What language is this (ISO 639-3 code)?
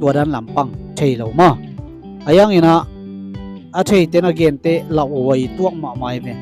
ctd